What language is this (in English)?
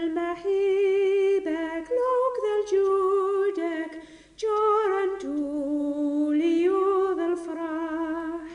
Kabyle